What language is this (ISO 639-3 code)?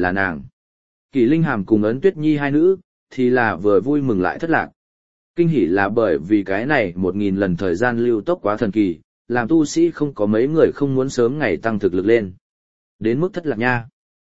vie